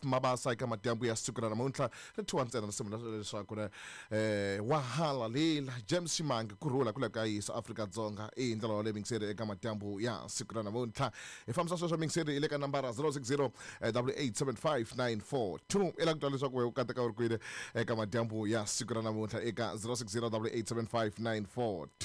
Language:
Tsonga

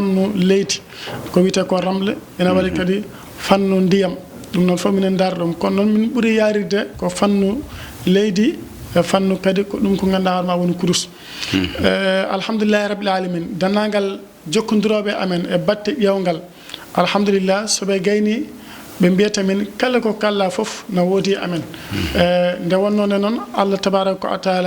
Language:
Fula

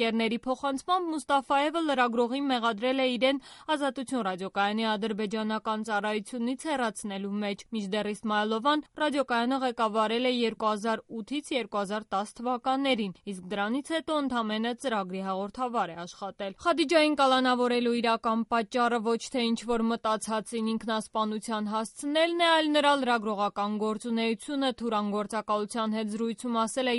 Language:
Armenian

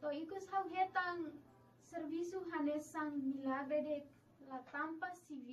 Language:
Tetum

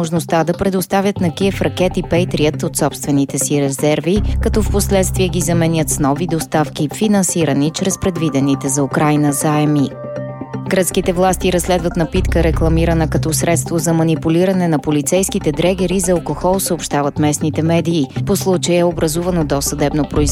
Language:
Bulgarian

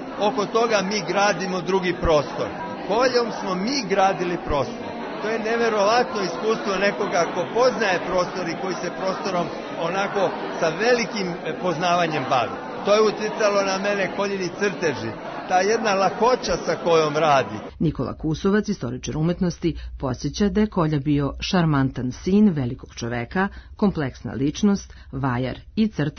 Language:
Serbian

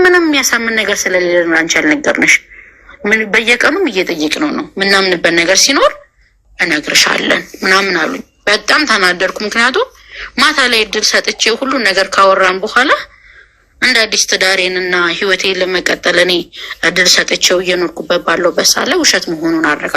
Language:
Amharic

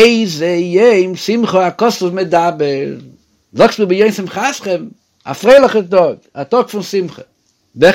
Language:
Yiddish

